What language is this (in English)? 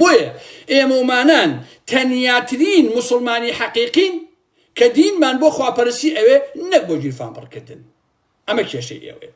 Central Kurdish